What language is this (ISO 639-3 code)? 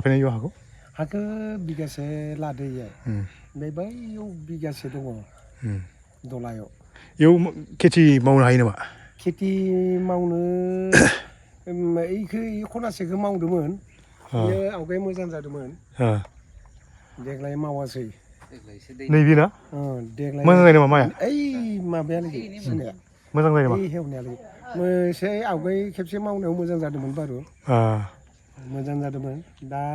brx